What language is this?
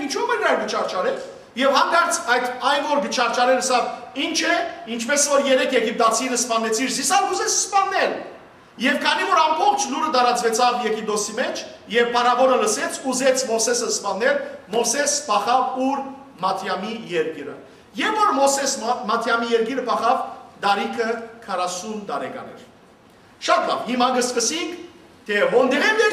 Western Armenian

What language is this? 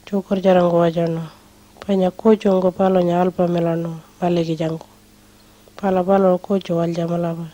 Pitjantjatjara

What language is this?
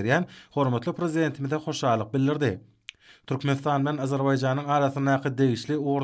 Turkmen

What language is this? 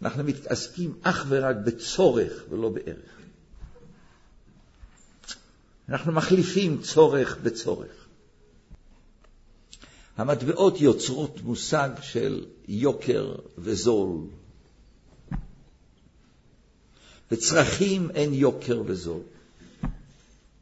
Hebrew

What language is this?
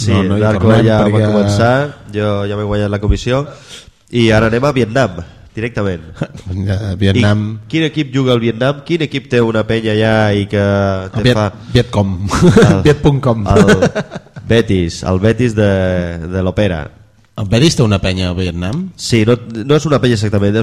Catalan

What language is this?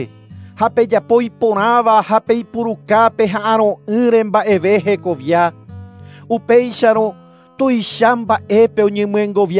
Guarani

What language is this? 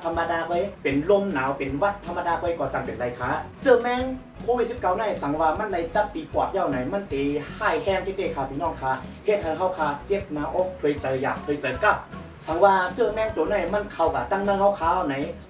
Shan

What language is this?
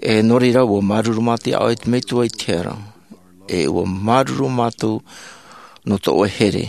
Tahitian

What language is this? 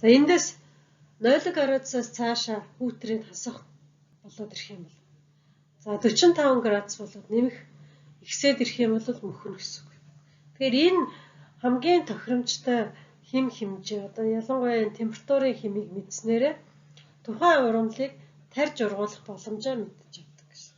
Mongolian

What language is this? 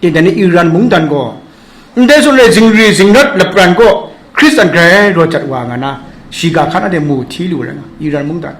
Kachin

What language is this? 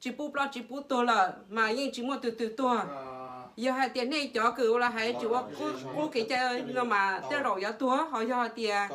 Hmong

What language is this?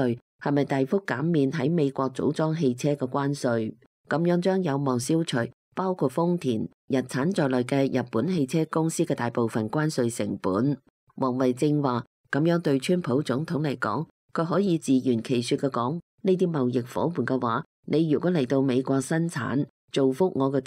Cantonese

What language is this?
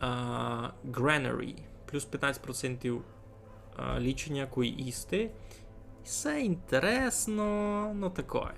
Rusyn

